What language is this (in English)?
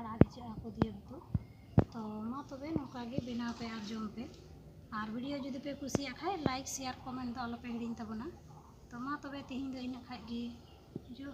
Santali